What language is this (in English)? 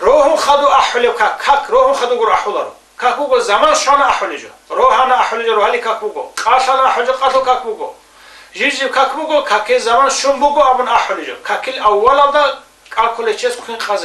Avaric